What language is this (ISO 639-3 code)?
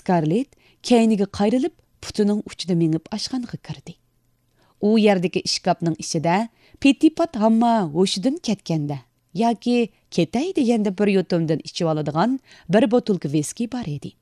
uig